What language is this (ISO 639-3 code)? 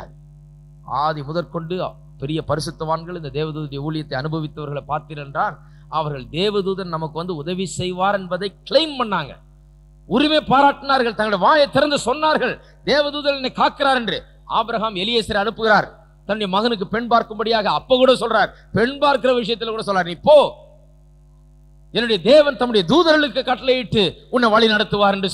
tam